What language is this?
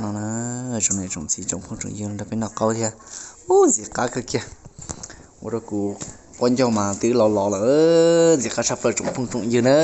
Hmong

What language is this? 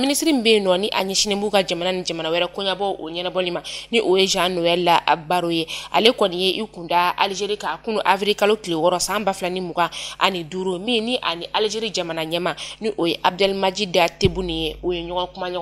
Bambara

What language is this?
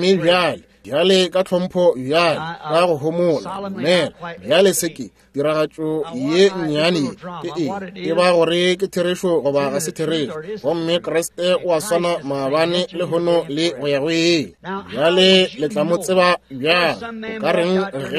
Northern Sotho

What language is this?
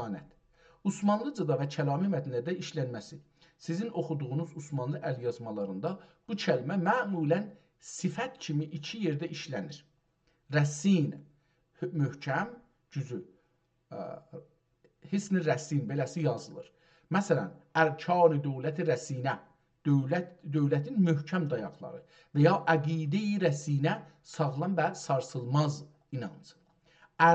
South Azerbaijani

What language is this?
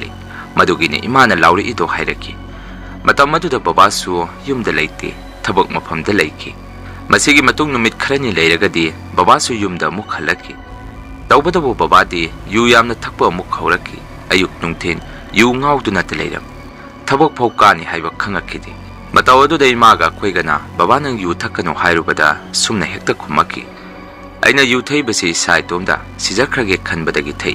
Manipuri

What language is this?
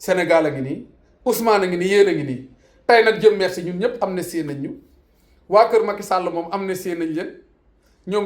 Wolof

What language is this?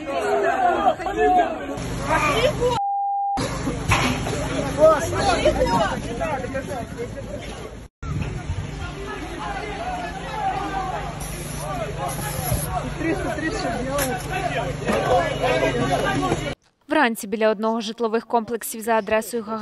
Ukrainian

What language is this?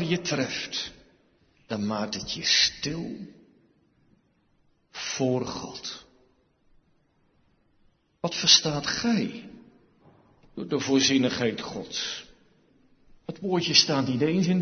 Dutch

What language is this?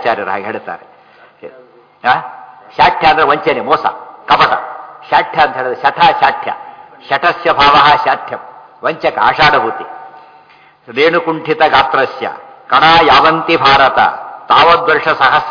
Kannada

